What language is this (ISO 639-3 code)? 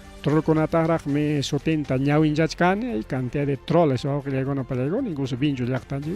quy